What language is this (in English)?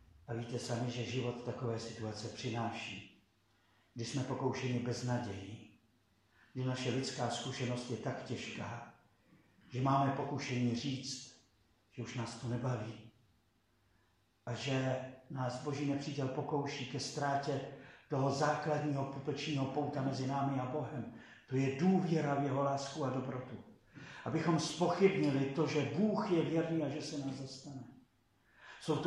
Czech